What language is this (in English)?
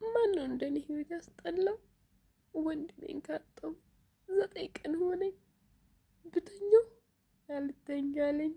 Amharic